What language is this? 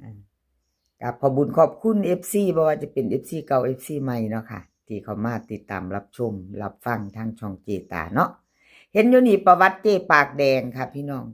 Northeastern Thai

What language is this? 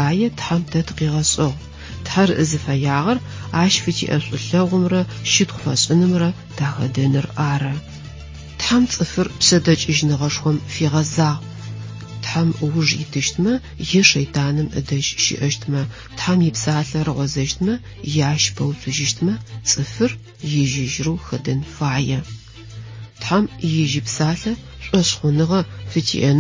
Adyghe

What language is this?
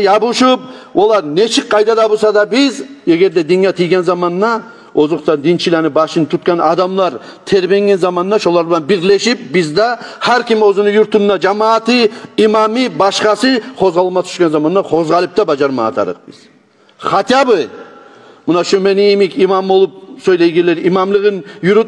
Kumyk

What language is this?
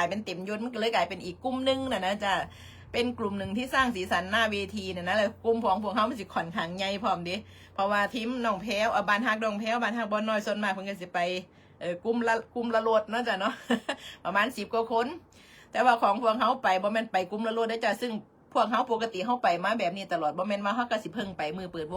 Northeastern Thai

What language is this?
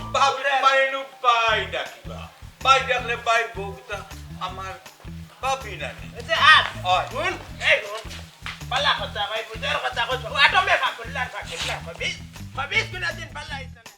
Sylheti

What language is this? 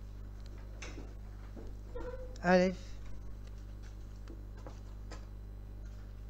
Hebrew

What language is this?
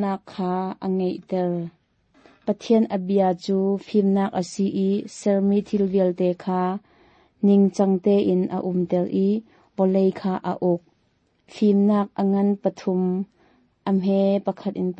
Hakha Chin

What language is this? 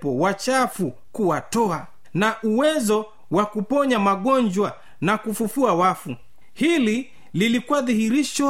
Swahili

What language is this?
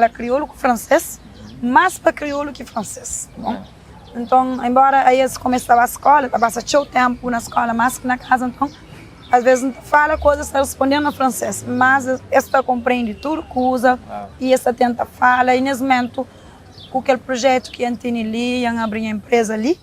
Kabuverdianu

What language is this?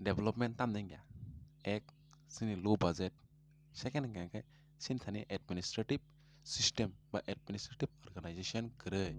Kok Borok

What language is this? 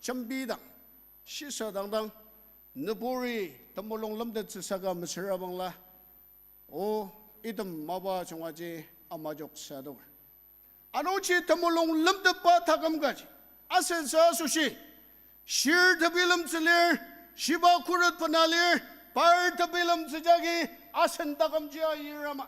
Ao Naga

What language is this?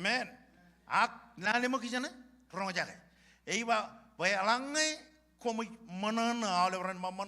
Marshallese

